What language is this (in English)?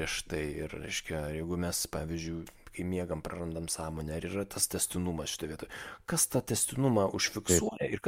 Lithuanian